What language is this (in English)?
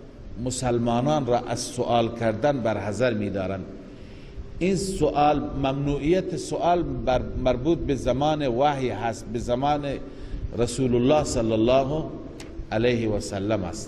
Persian